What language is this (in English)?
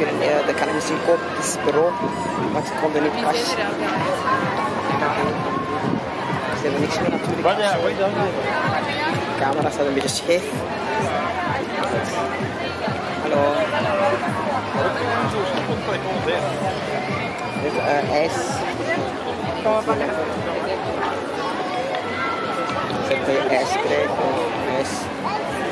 Dutch